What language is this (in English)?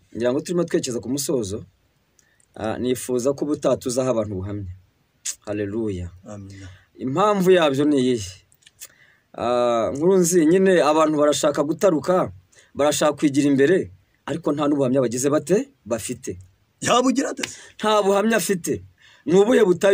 Kinyarwanda